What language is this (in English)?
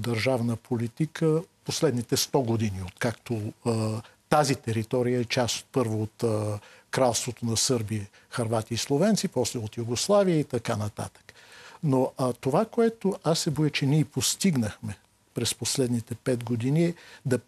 Bulgarian